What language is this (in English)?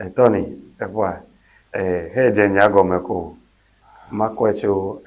Ewe